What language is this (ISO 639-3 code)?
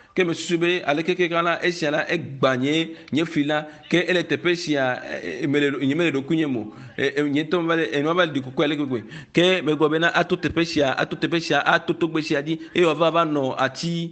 ewe